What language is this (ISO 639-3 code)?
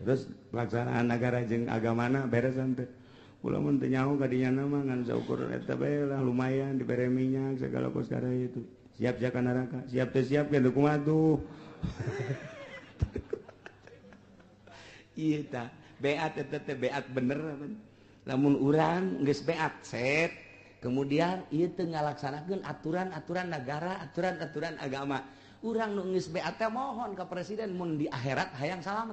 sun